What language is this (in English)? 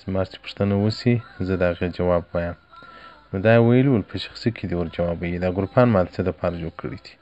Pashto